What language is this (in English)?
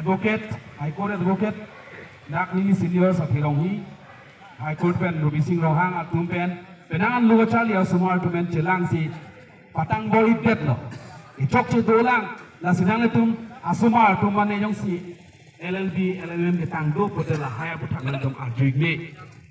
Karbi